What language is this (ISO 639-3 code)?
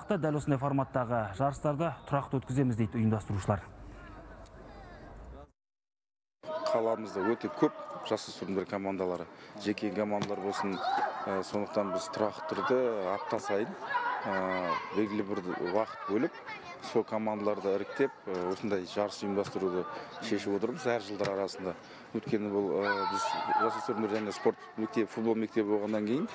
kaz